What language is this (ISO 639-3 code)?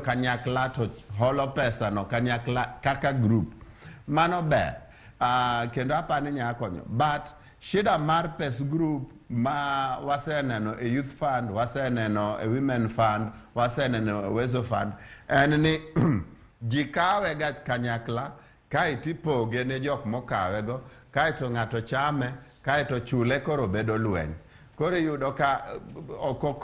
luo